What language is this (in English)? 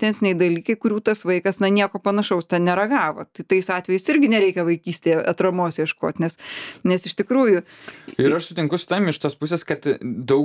Lithuanian